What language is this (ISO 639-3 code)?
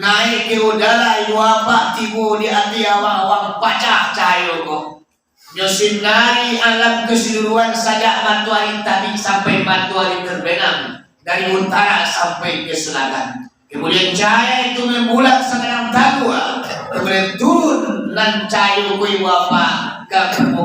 min